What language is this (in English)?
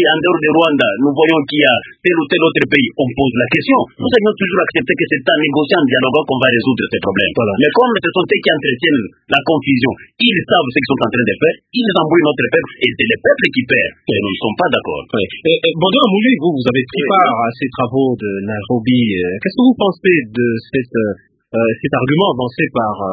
French